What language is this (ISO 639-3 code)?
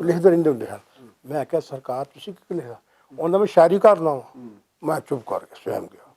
lah